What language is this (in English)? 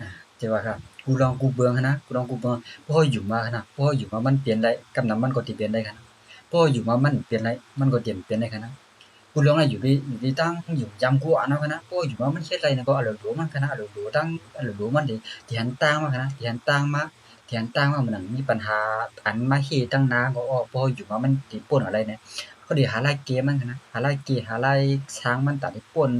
Shan